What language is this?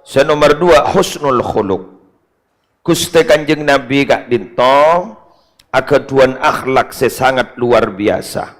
Madurese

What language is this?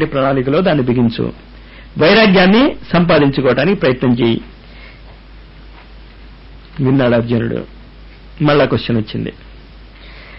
Telugu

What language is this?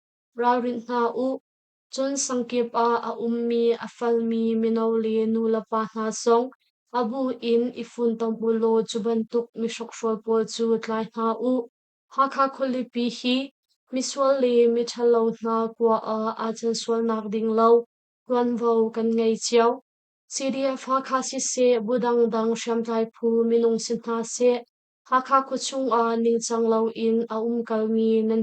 Hakha Chin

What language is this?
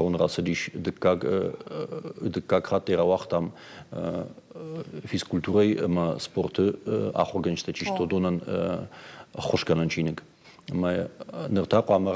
Ossetic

